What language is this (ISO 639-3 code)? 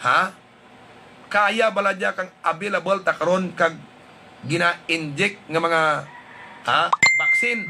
hil